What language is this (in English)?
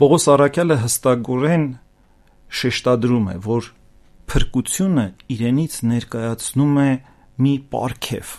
Armenian